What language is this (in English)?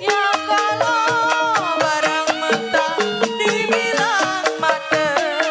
Betawi